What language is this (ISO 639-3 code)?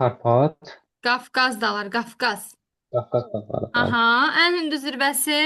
aze